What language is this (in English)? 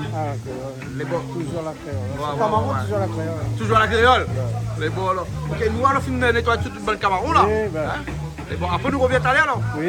Réunion Creole French